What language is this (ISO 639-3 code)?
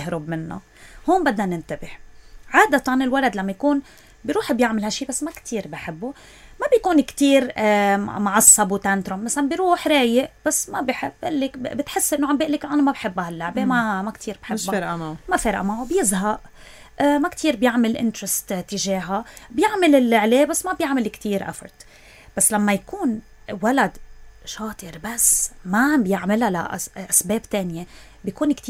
apc